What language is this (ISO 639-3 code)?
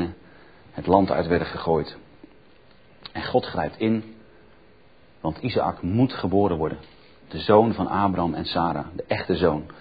nld